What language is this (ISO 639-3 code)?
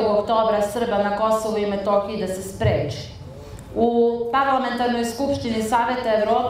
srp